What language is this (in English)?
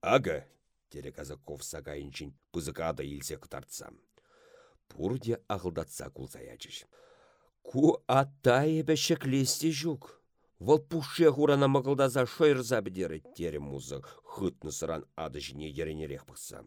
Chuvash